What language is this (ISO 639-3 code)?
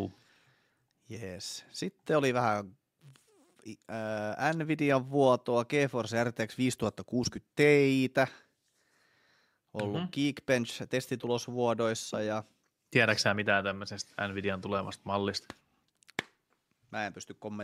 fin